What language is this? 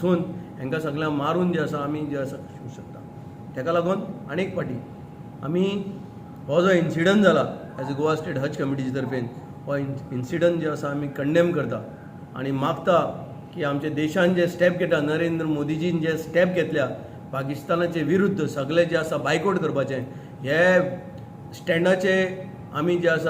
Konkani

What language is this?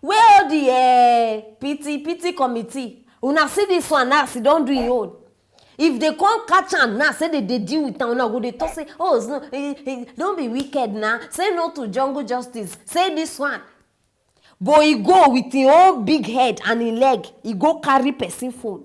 Nigerian Pidgin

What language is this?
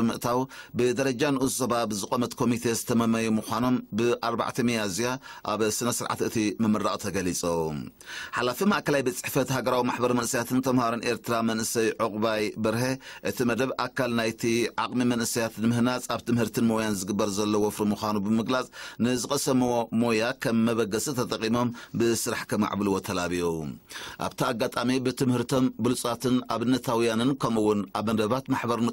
Tigrinya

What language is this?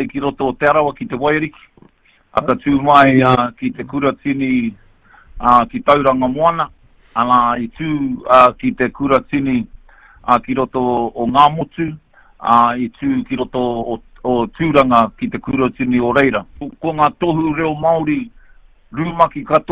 Māori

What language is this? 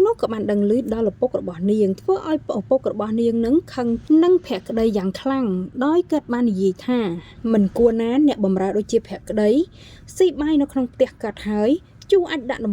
Khmer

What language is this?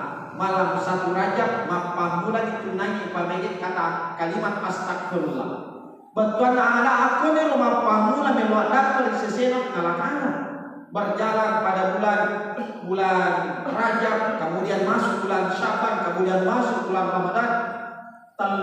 Buginese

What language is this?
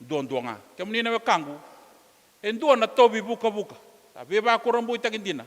Fijian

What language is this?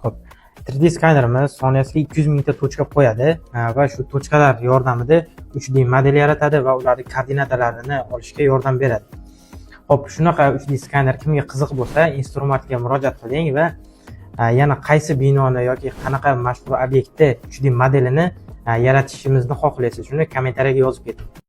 Uzbek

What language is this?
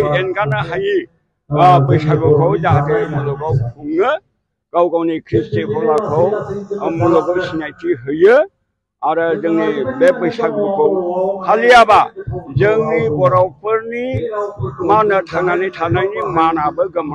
Bodo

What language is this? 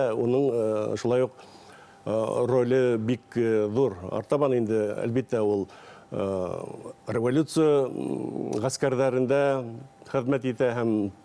Bashkir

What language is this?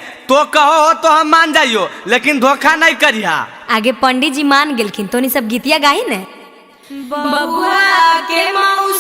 Magahi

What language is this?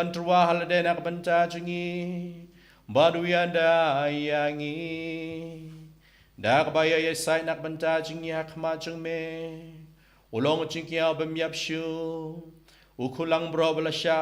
Khasi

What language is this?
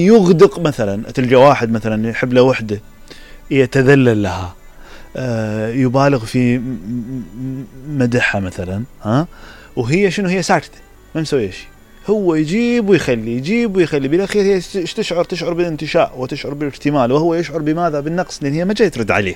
Mesopotamian Arabic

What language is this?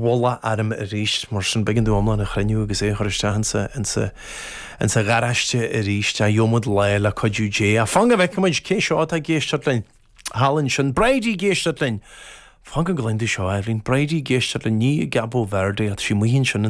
Irish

